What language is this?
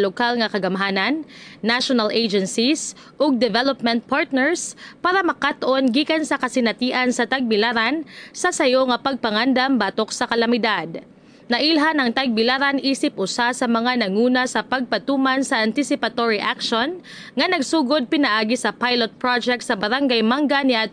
Cebuano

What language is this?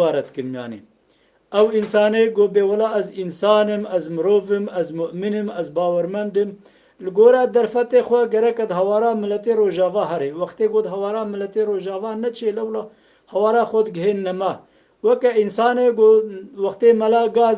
Kurdish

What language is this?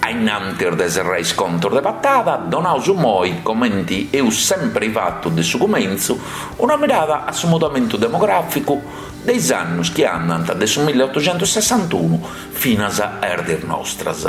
Sardinian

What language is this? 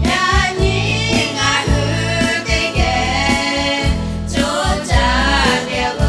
Lahu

